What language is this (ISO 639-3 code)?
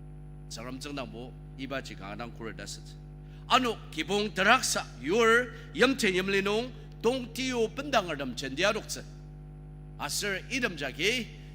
njo